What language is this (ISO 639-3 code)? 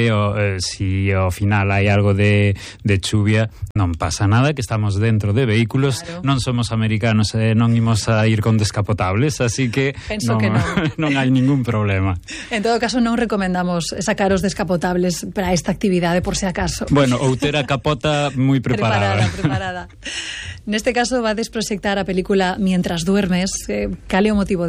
glg